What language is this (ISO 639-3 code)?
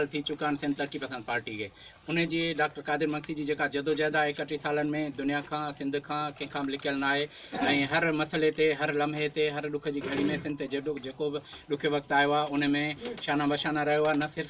snd